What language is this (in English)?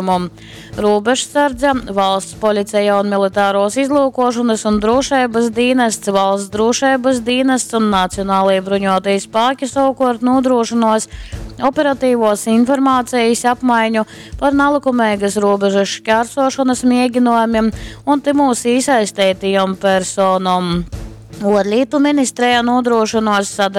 Latgalian